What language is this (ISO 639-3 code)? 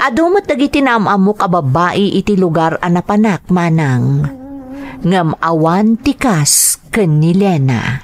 ilo